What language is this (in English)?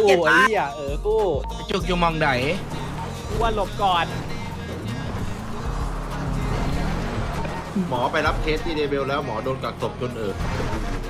Thai